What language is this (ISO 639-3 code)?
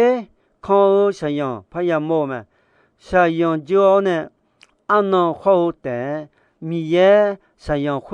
ahk